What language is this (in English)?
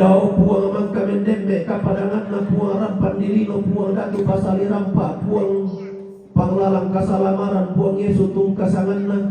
Toraja-Sa'dan